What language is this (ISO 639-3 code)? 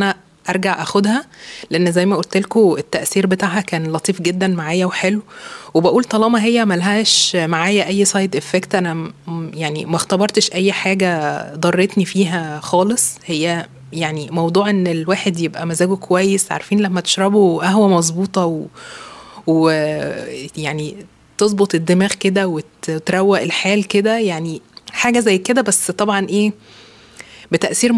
arz